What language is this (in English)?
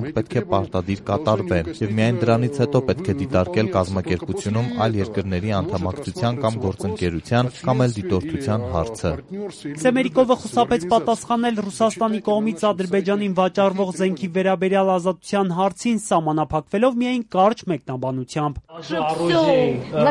Armenian